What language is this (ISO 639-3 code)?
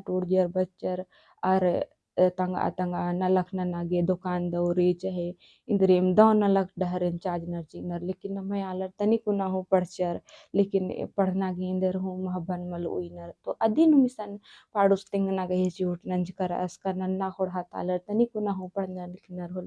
kru